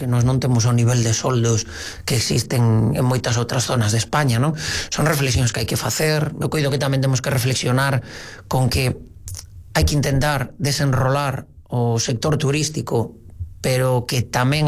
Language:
Galician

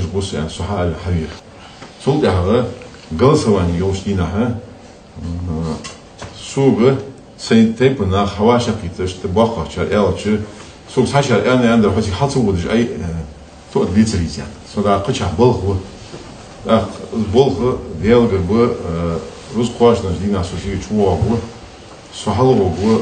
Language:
Ingush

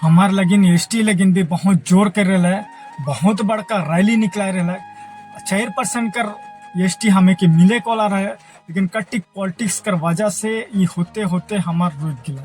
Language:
Sadri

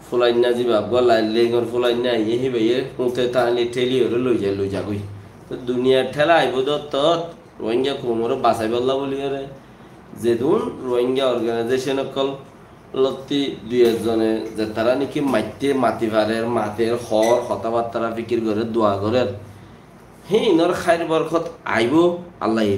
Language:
Rohingya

